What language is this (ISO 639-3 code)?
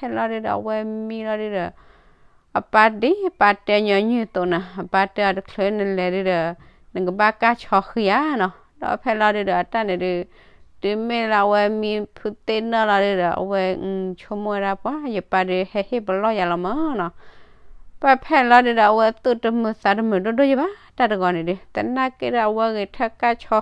ksw